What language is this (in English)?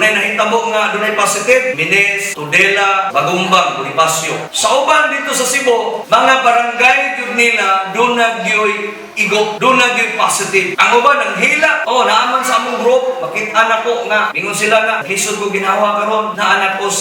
Cebuano